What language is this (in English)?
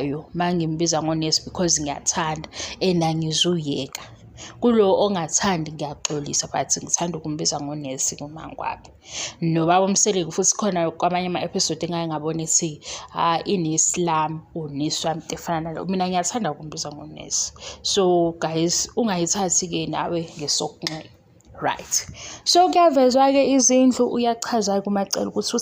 Zulu